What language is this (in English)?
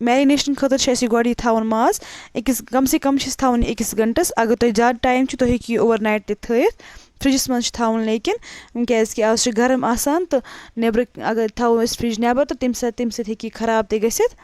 Kashmiri